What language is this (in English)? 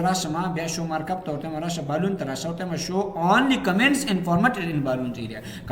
Pashto